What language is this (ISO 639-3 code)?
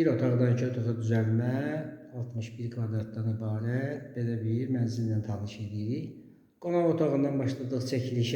aze